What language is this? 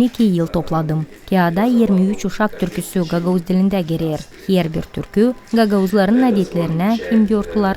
Gagauz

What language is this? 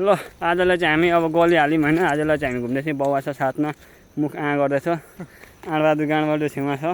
Nepali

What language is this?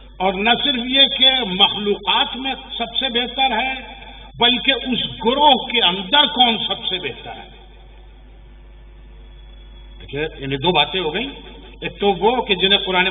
Urdu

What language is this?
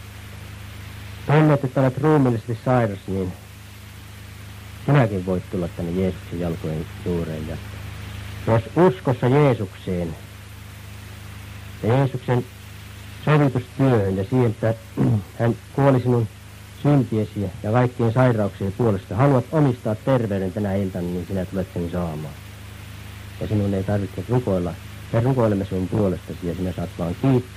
Finnish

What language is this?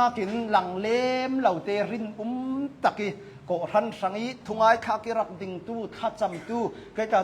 Hakha Chin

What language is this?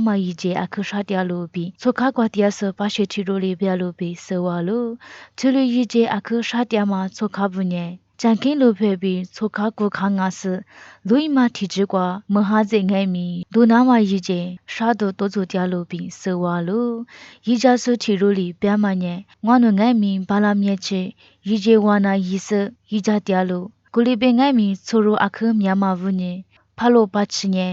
Lisu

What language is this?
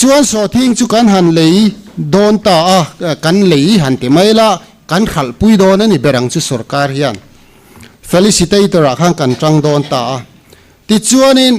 Mizo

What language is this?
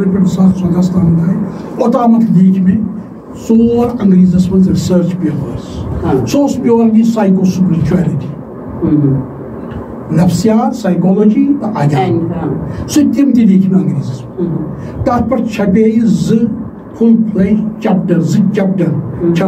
Kashmiri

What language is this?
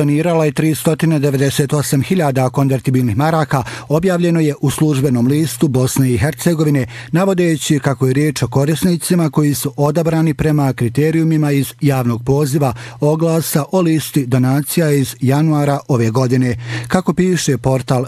Bosnian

